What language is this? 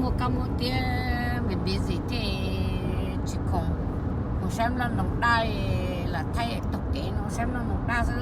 Hmong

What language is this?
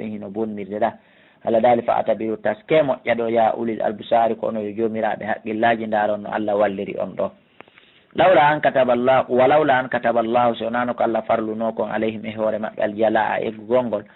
Fula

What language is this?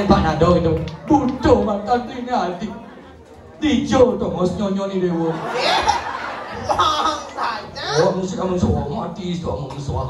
Balinese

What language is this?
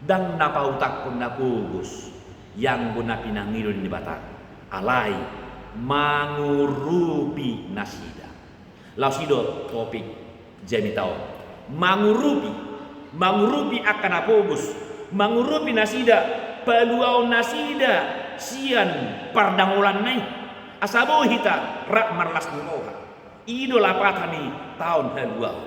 Batak Toba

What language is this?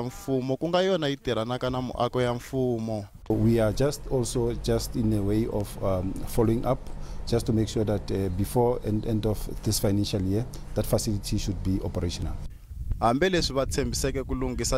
Tsonga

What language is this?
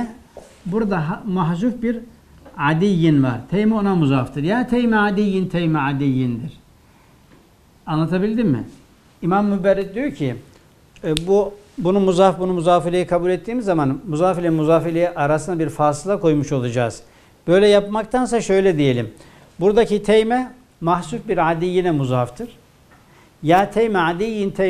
Turkish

